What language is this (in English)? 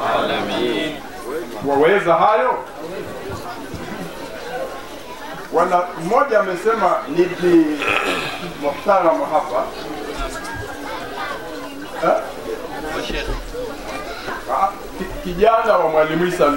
Swahili